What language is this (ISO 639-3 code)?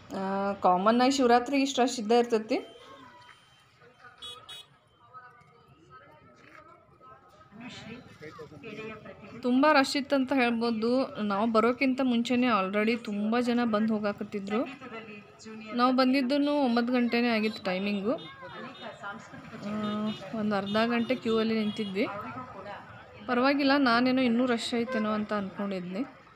kan